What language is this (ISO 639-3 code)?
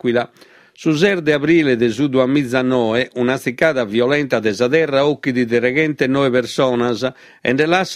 srd